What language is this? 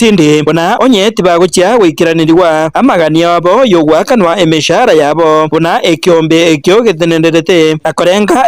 Gusii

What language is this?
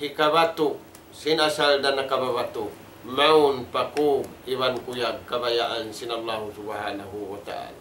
Tausug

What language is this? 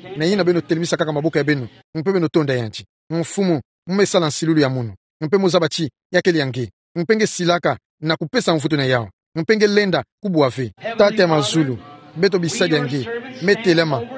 Kituba (Democratic Republic of Congo)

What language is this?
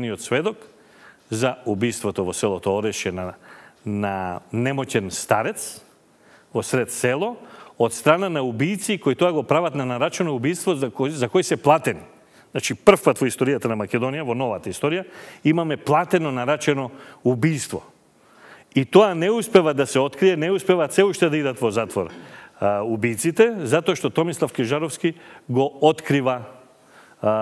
Macedonian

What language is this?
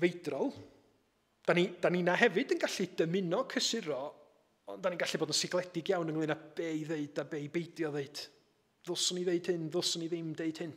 Welsh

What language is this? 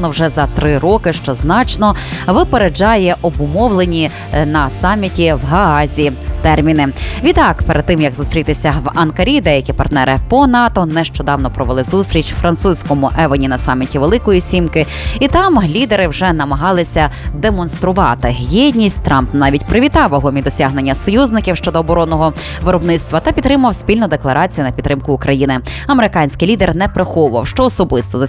Ukrainian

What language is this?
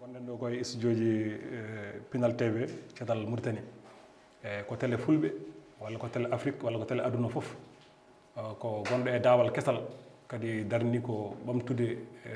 Fula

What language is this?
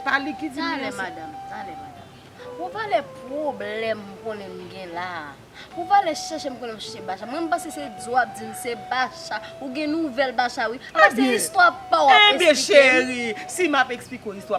Haitian Creole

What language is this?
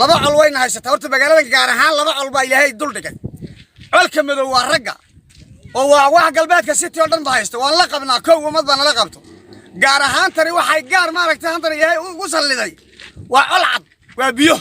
Somali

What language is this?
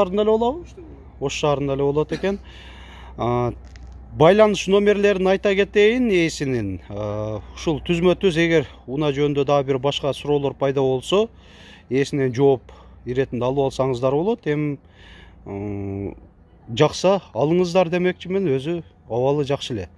Kyrgyz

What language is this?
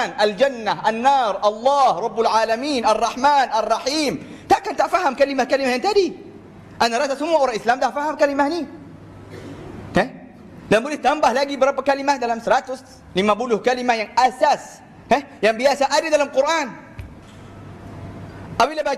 Malay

